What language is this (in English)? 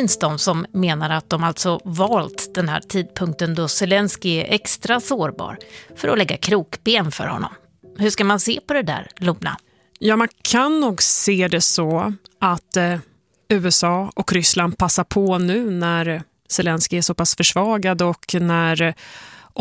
Swedish